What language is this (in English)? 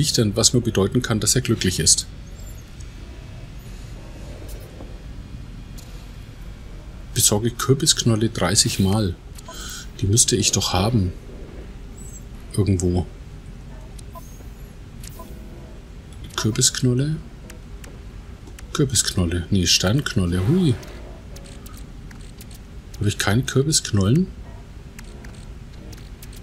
German